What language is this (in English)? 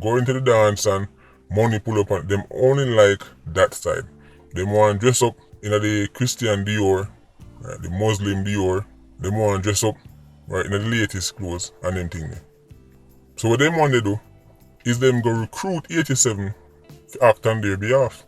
Jamaican Creole English